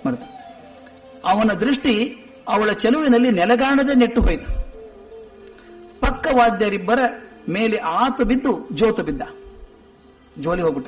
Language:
Kannada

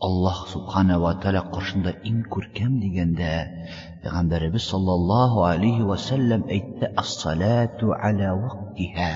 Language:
Tatar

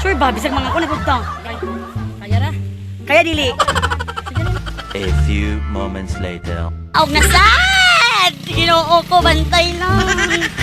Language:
Cebuano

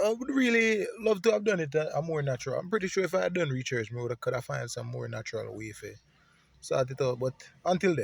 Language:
Jamaican Creole English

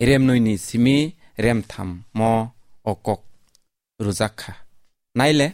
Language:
Kok Borok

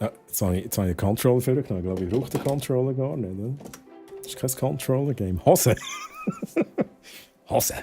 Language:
Swiss German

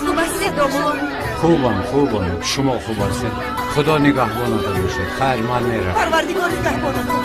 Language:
Tajik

